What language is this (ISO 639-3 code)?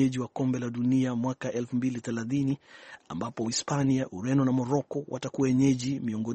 swa